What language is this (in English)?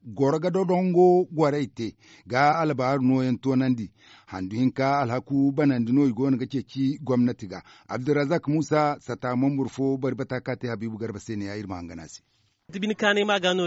Zarma